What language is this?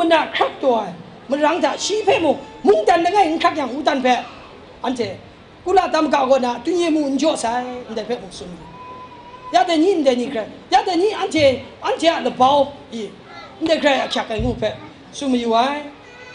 Kachin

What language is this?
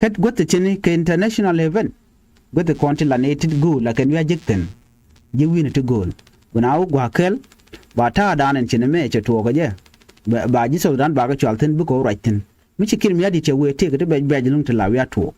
Nuer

